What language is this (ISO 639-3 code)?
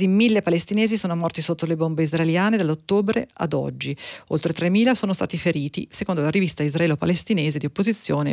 ita